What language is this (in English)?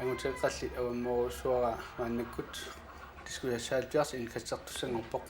Kalaallisut